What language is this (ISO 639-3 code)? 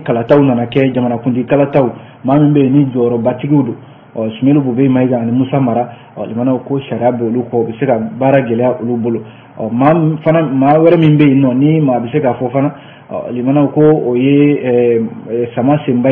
bam